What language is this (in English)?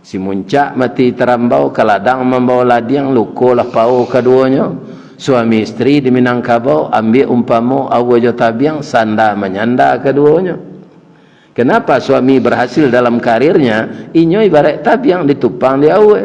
Minangkabau